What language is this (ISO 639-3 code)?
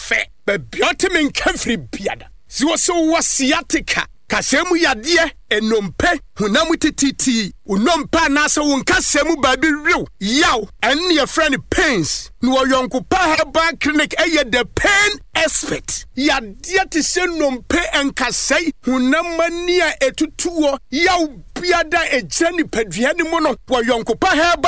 aka